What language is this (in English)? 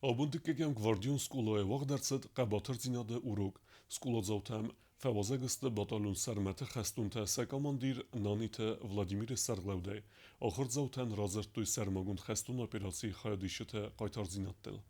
Ossetic